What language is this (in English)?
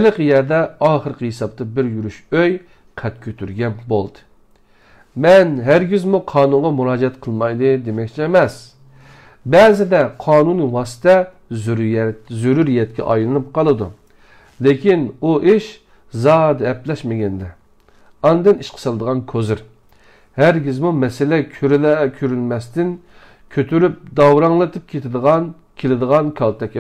Uyghur